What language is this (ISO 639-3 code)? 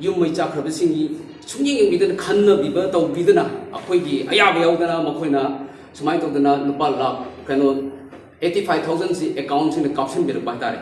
mni